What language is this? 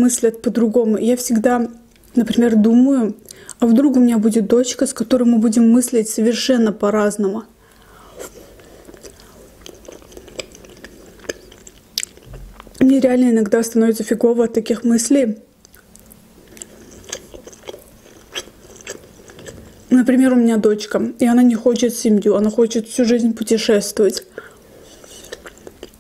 Russian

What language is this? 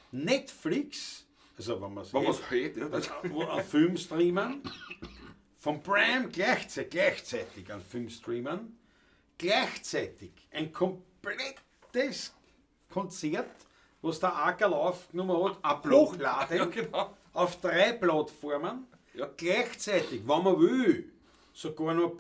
Bavarian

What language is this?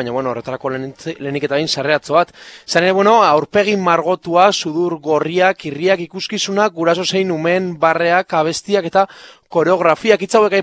Basque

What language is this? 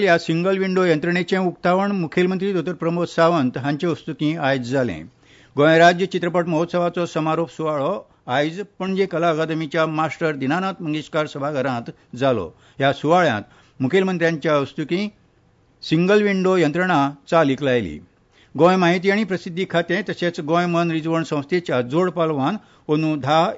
Konkani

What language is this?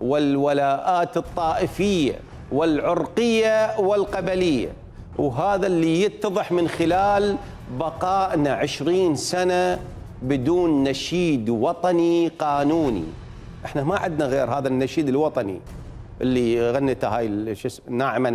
Mesopotamian Arabic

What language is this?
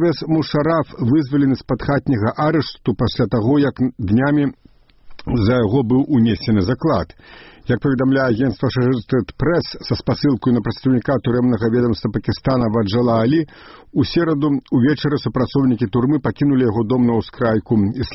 Belarusian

